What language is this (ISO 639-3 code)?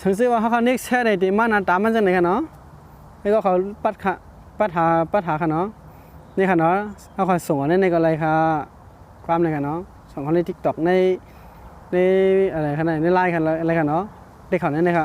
shn